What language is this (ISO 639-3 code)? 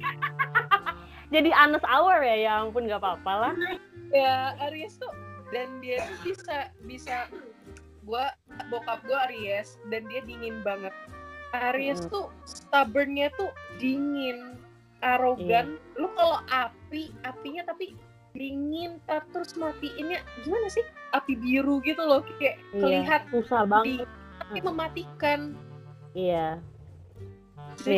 ind